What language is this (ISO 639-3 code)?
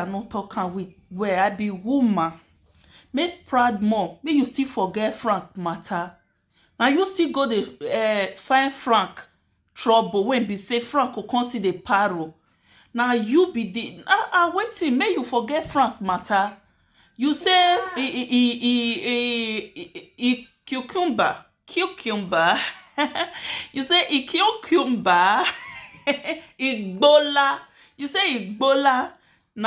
pcm